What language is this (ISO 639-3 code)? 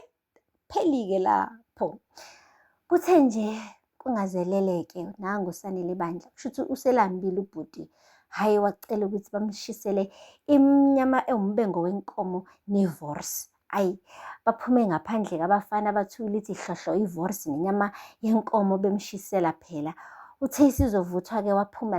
zul